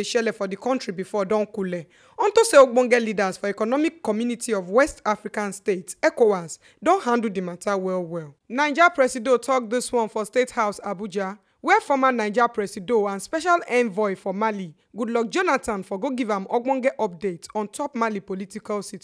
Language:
Nigerian Pidgin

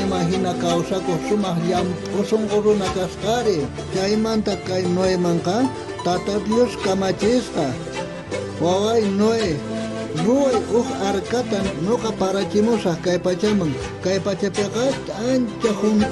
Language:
South Bolivian Quechua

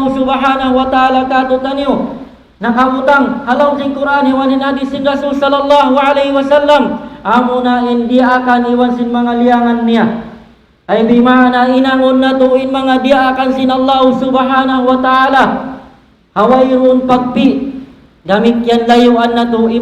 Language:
Tausug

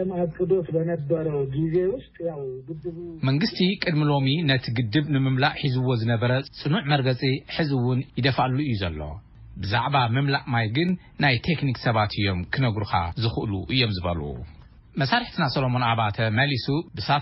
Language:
Tigrinya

